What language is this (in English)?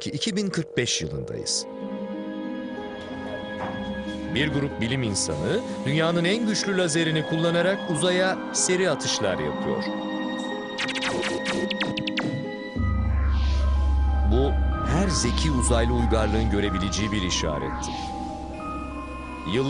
Turkish